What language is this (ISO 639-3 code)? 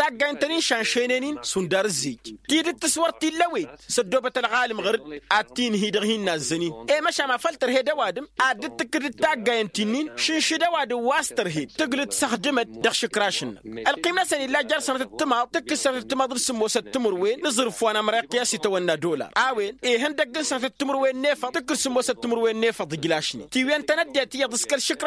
taq